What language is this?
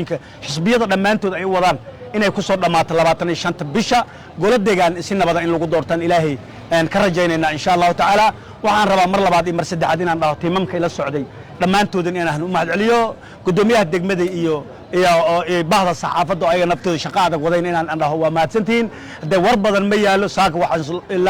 Somali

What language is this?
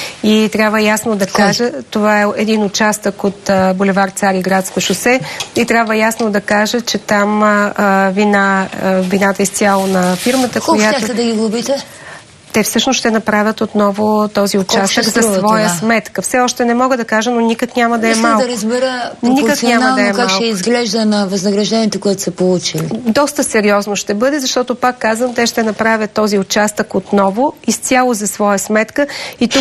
Bulgarian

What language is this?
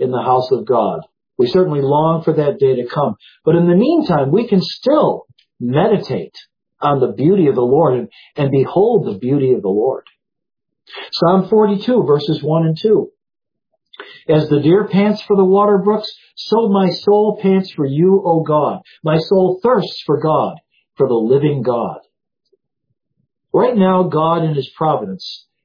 English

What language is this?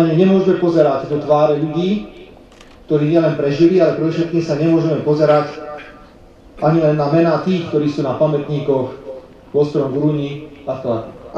Slovak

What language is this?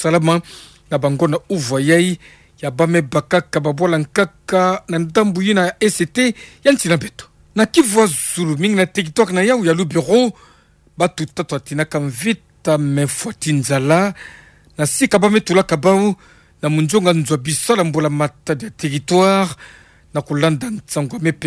Kituba (Democratic Republic of Congo)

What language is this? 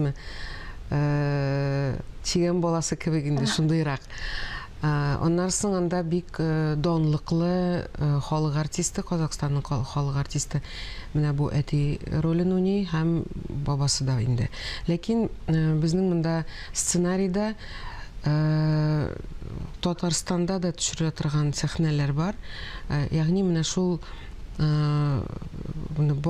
Tatar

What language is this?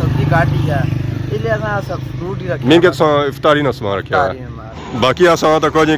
Pahari-Potwari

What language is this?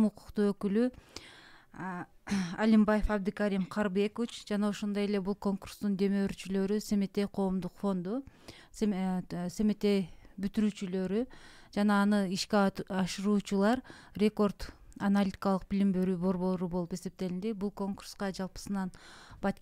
Kyrgyz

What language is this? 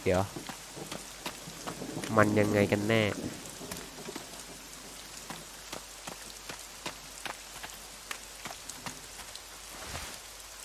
Thai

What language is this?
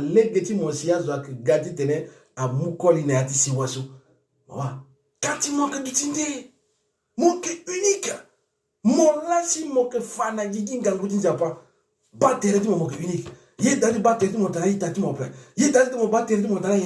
Sango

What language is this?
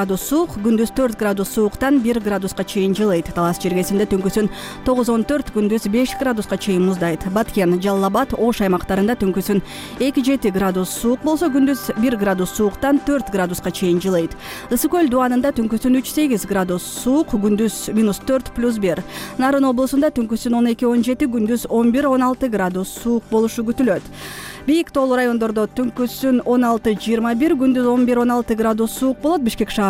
Kyrgyz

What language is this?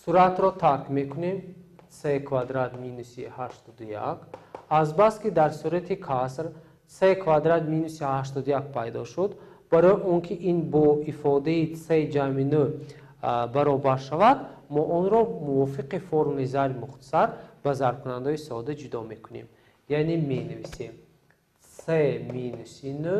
Tajik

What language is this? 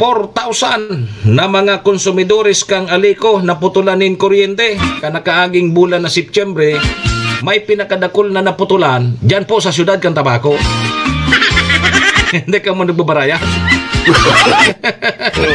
Bikol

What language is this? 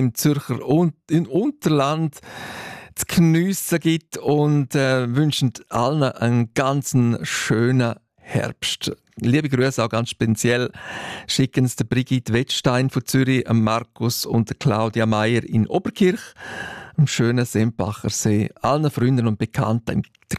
German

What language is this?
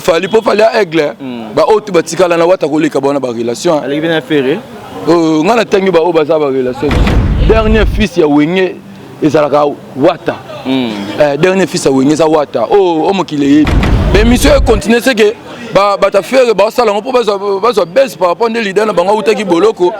Lingala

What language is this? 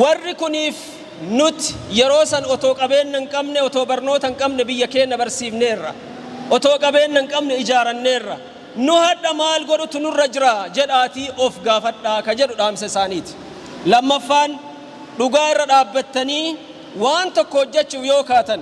Oromo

